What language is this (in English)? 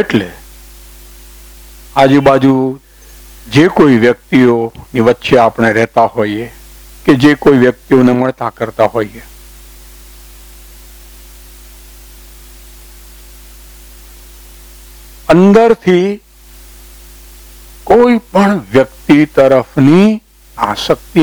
Gujarati